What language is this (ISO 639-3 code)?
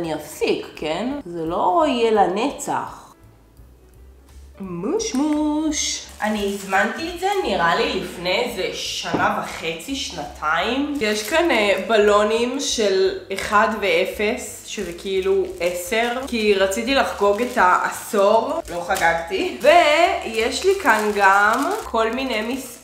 heb